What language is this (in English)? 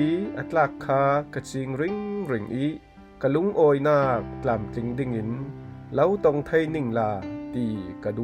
Falam Chin